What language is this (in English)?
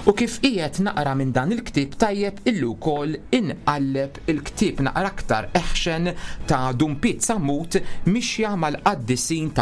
Maltese